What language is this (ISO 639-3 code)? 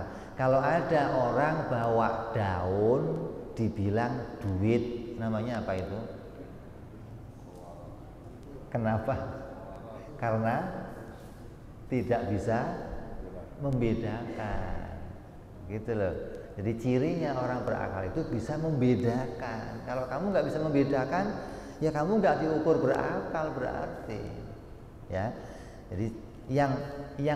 ind